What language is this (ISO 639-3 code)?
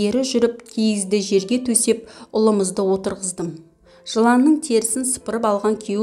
kaz